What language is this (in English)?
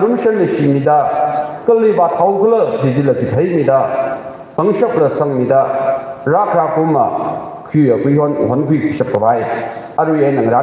Tangkhul Naga (India)